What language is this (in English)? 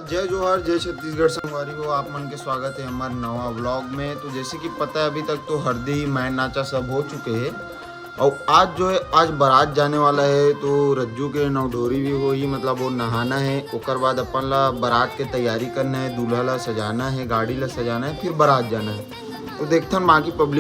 Chhattisgarhi